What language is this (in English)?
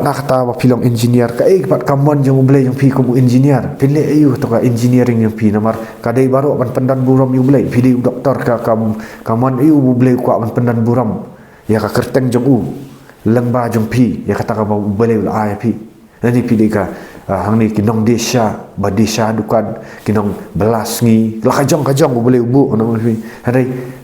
Khasi